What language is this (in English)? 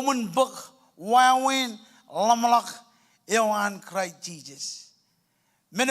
Marshallese